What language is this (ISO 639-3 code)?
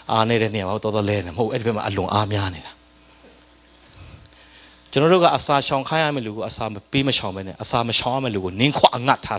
mya